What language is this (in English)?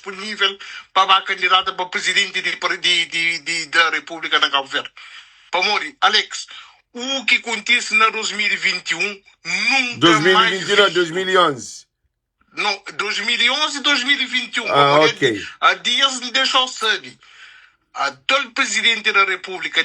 Kabuverdianu